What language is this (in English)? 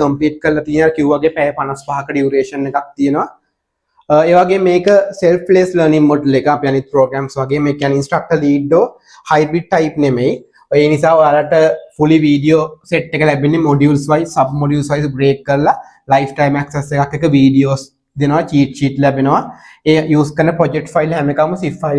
Sinhala